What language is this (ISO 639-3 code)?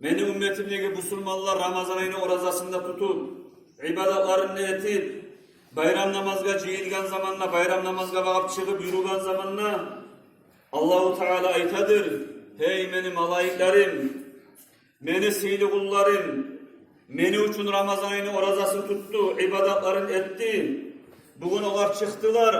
kum